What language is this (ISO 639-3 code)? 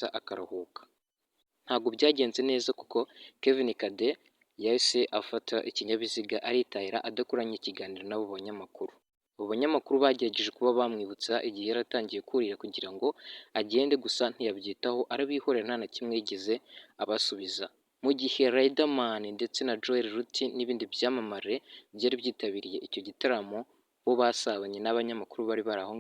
kin